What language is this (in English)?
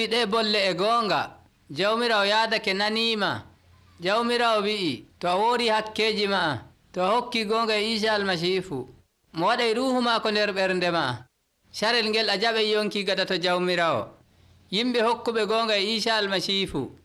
Nigerian Fulfulde